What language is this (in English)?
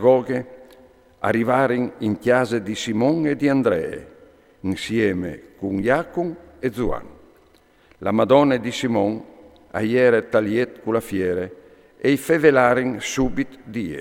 Friulian